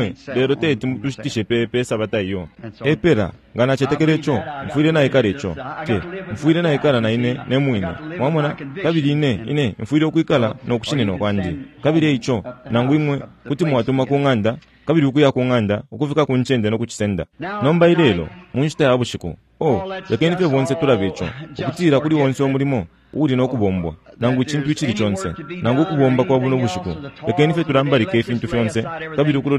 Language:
Bemba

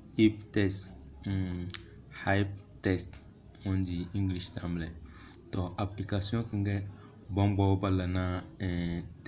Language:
Tem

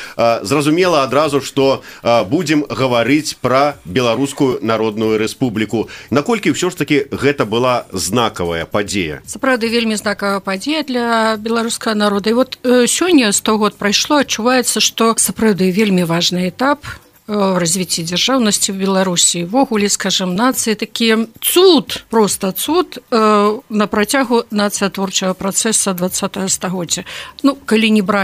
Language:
Belarusian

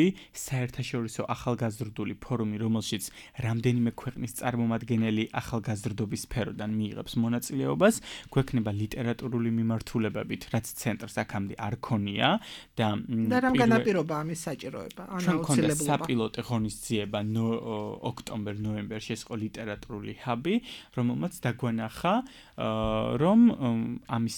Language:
Georgian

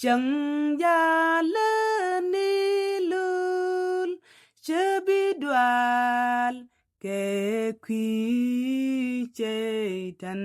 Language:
Nuer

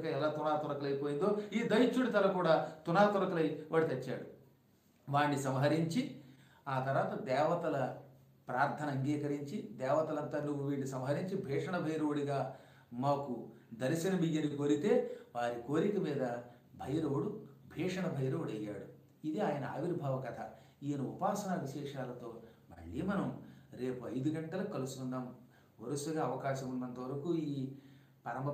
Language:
Telugu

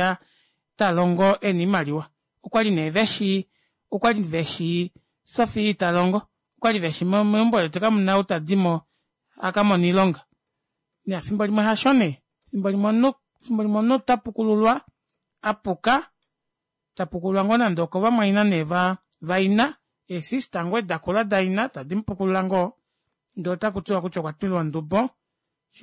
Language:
Kuanyama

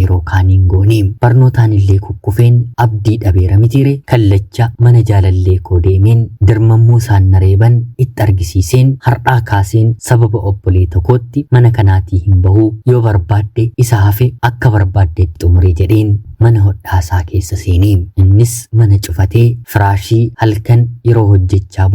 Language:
Oromo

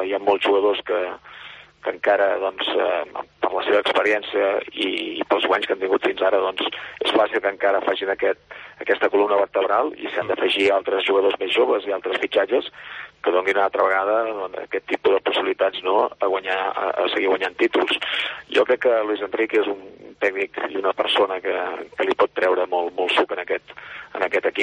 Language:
Catalan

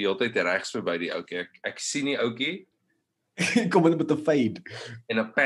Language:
Afrikaans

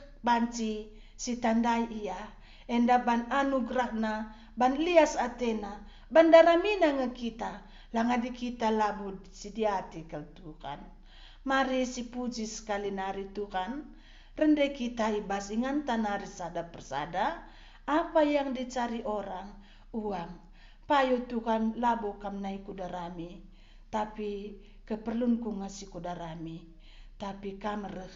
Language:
Batak Karo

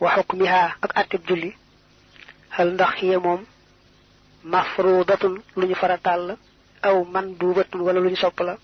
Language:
Wolof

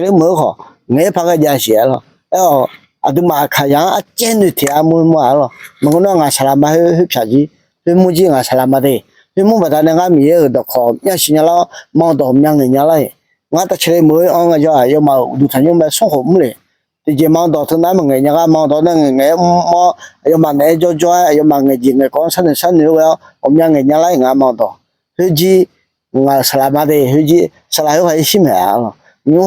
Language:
Akha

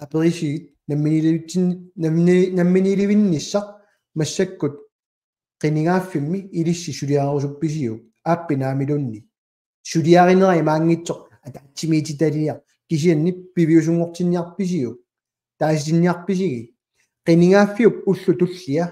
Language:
Kalaallisut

